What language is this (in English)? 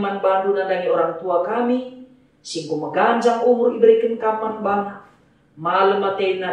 Batak Karo